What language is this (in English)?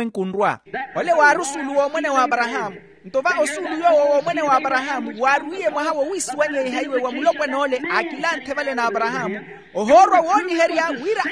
Makhuwa